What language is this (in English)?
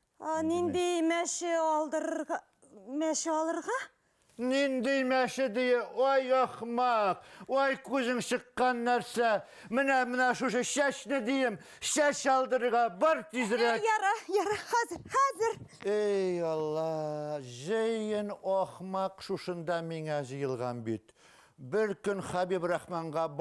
Bashkir